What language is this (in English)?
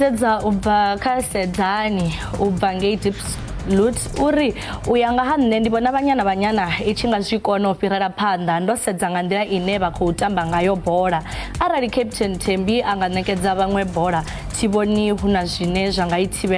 Venda